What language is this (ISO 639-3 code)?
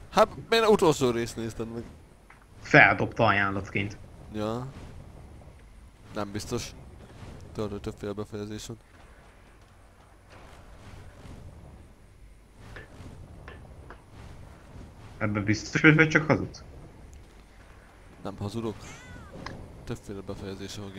hun